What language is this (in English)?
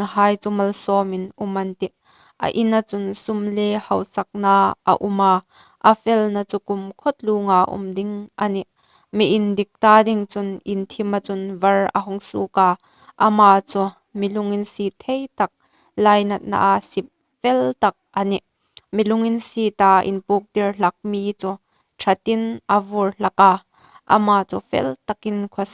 Hmar